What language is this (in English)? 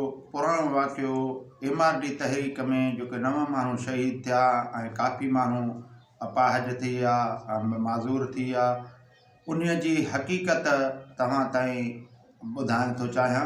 Sindhi